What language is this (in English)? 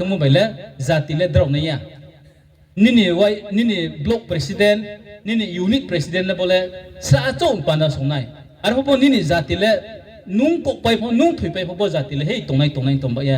Riang (India)